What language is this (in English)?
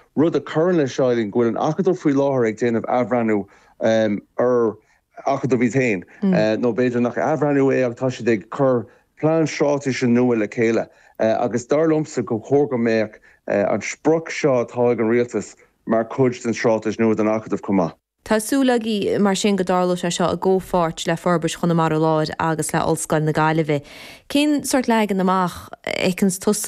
Irish